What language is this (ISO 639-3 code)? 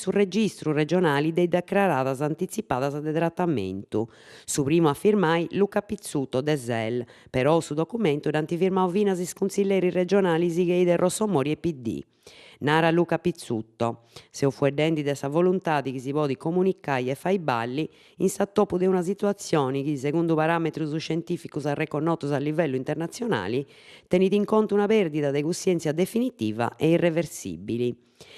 srd